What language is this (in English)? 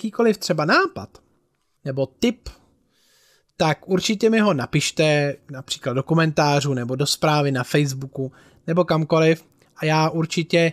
Czech